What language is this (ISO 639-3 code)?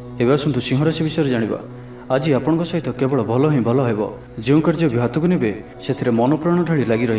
ori